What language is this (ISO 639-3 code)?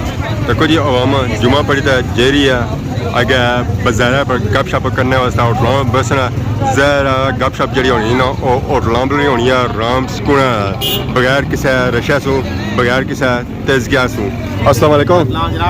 phr